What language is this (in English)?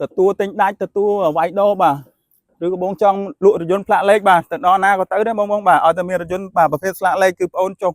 Khmer